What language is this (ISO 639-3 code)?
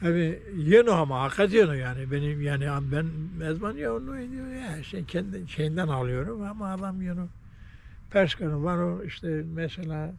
zza